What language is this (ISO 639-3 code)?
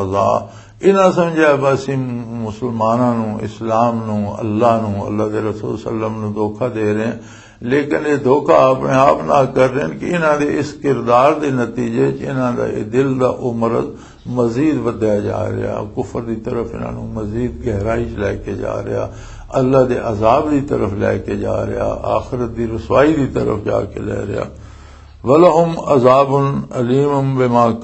lah